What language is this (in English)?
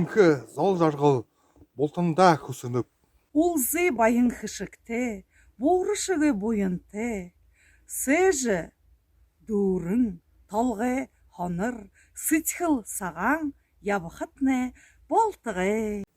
Buriat